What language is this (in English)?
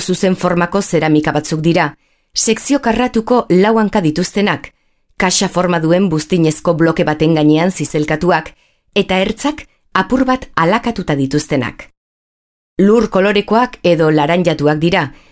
Basque